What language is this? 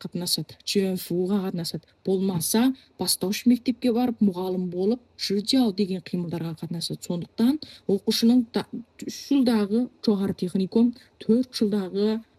Kazakh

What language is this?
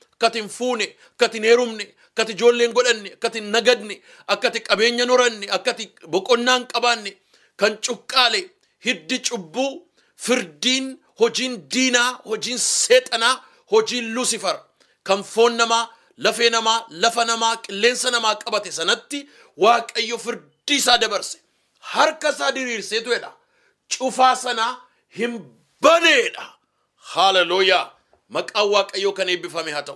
Oromo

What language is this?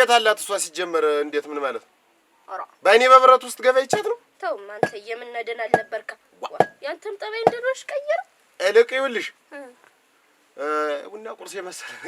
Amharic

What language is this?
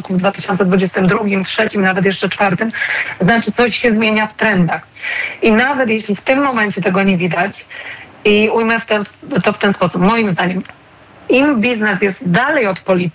Polish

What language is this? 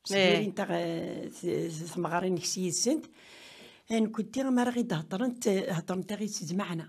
Kabyle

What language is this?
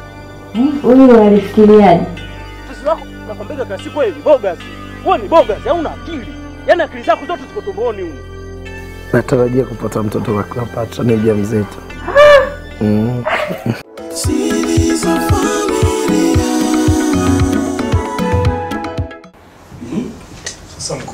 Swahili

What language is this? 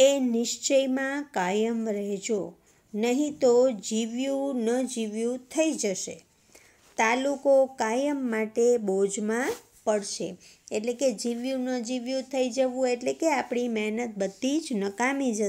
Gujarati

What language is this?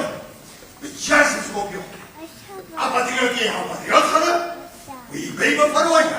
Abkhazian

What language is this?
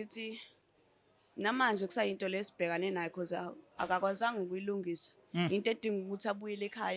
Zulu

